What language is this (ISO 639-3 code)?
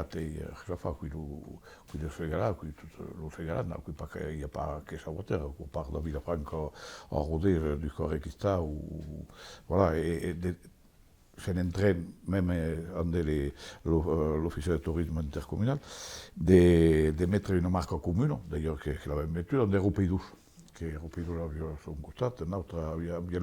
oci